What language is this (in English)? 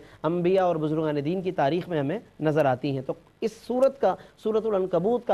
Urdu